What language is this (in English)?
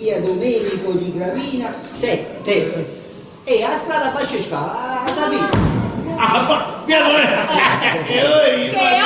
Neapolitan